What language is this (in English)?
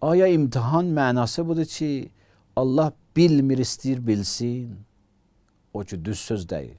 Azerbaijani